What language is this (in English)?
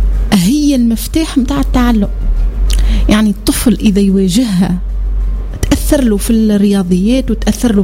Tunisian Arabic